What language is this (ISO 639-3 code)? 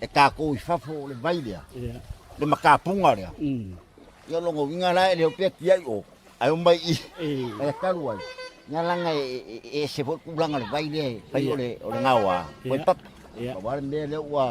smo